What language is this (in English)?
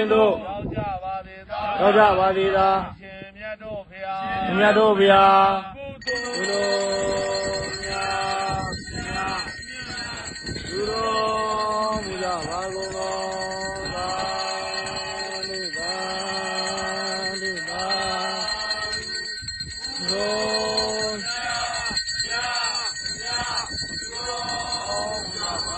Burmese